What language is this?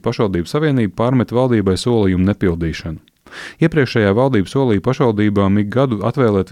Latvian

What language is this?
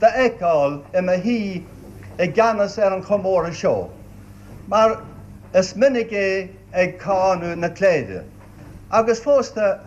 Irish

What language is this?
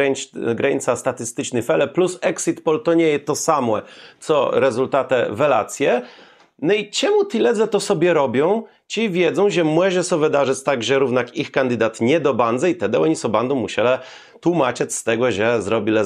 Kashubian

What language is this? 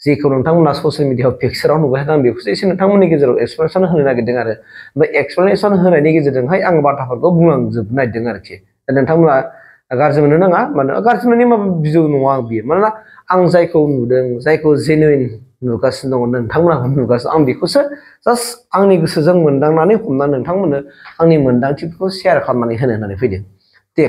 Bodo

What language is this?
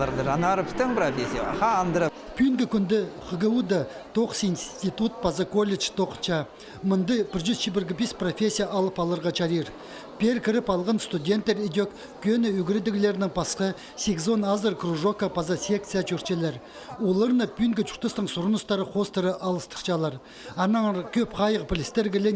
Khakas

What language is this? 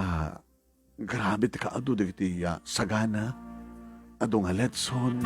Iloko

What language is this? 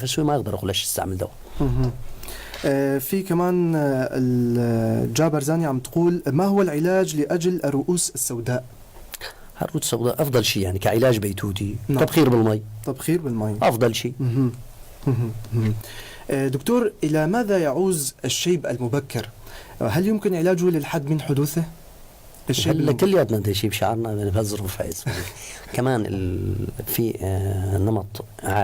North Levantine Arabic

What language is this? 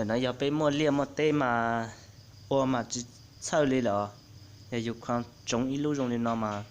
Hmong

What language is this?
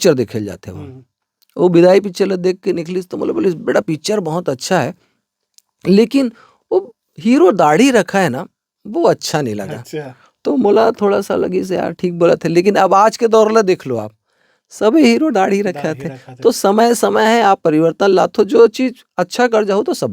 Chhattisgarhi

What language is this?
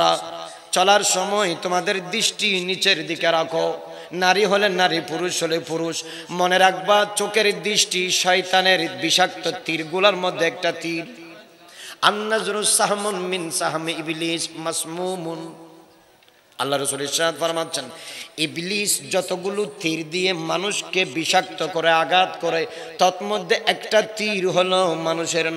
Bangla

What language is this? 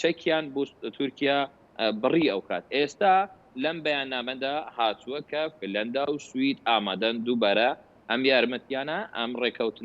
Central Kurdish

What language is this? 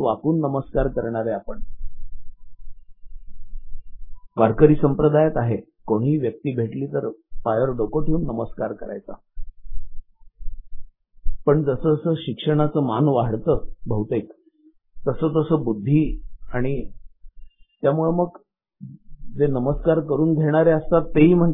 Marathi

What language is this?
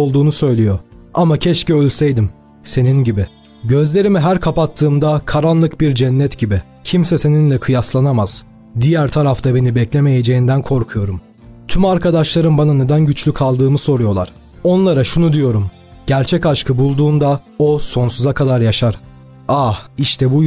Turkish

